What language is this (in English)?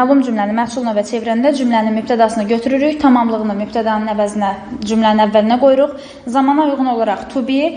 Azerbaijani